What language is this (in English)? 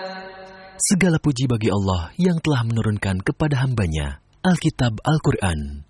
Indonesian